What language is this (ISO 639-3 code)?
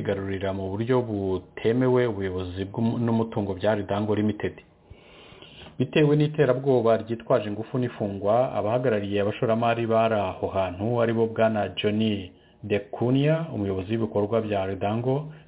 kin